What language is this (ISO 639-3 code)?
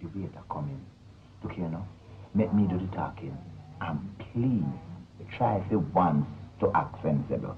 jam